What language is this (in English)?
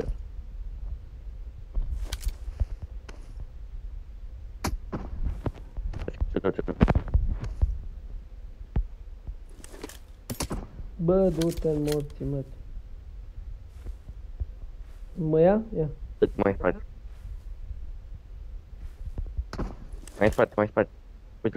Romanian